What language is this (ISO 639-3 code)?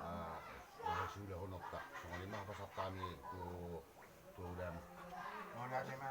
bbc